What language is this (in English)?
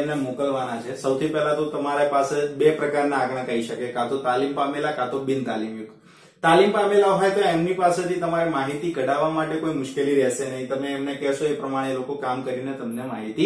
Gujarati